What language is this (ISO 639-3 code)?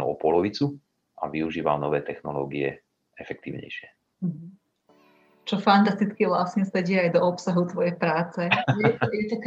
slk